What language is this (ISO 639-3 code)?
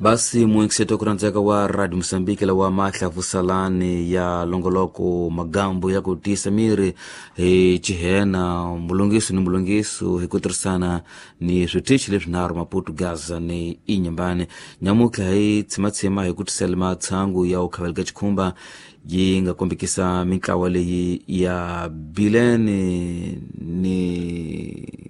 tso